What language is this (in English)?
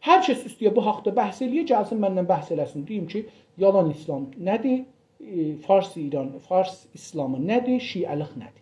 South Azerbaijani